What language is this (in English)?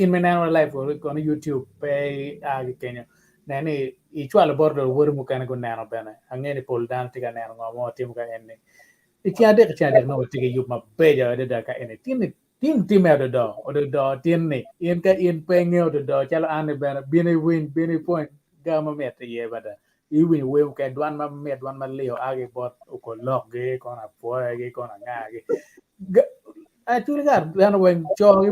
Acoli